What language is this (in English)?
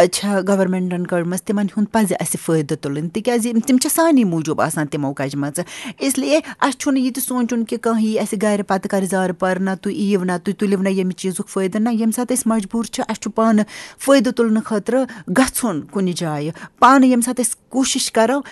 Kashmiri